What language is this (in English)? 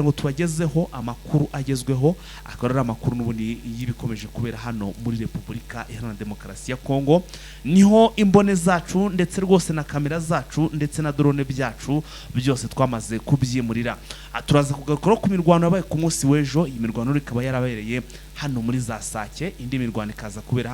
Kinyarwanda